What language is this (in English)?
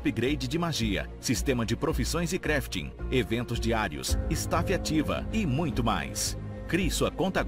Portuguese